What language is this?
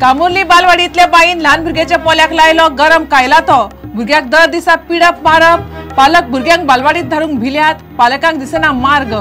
Konkani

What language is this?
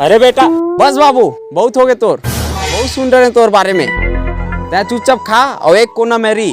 Chhattisgarhi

